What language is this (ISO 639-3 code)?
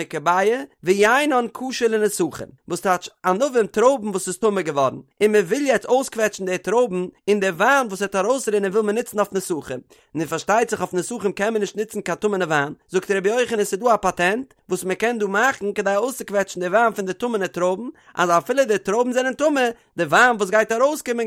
yid